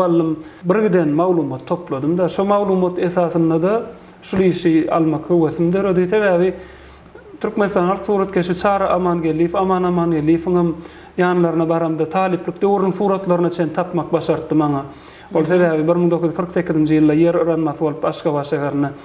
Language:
Turkmen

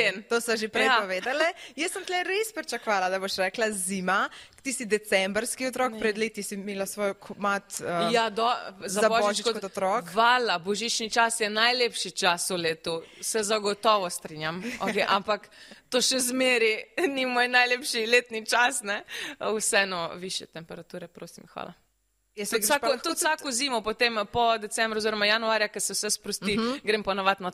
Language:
Slovenian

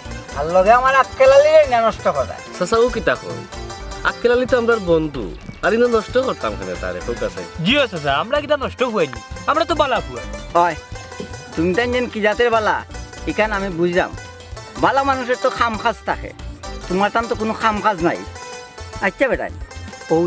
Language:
Sylheti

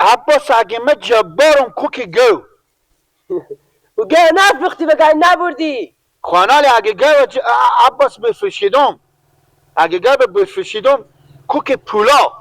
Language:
Persian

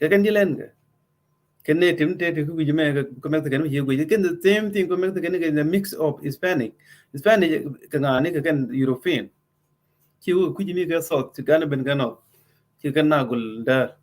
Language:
Nuer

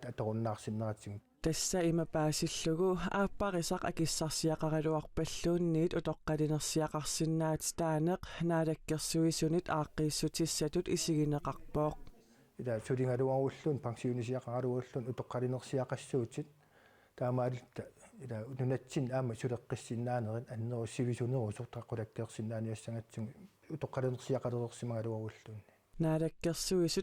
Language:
Kalaallisut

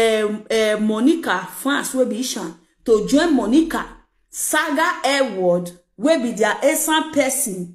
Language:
Nigerian Pidgin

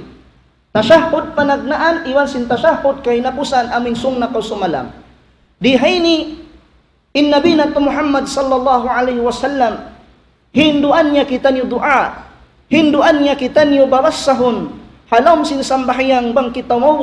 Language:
Tausug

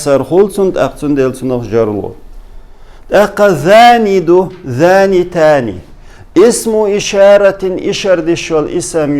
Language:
Chechen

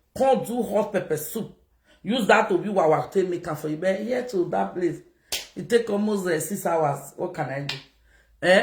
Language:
Nigerian Pidgin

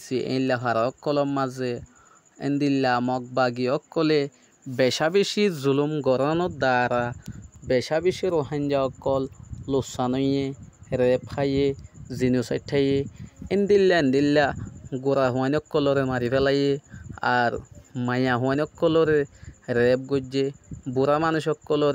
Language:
Rohingya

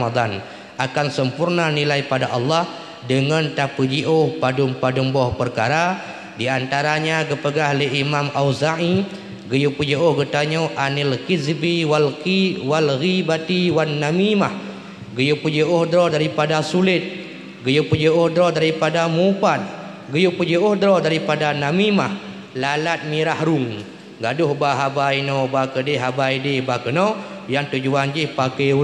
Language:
Achinese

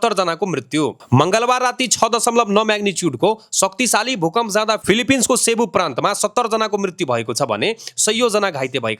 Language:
Nepali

